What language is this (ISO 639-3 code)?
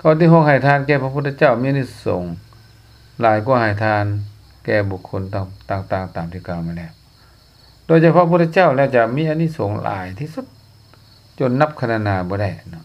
lao